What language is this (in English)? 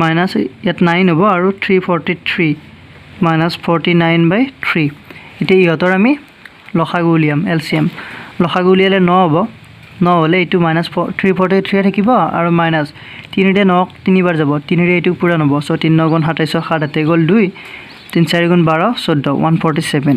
Assamese